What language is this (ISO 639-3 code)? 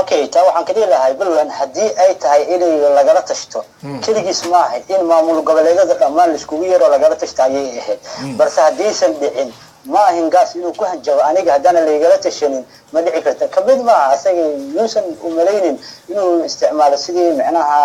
som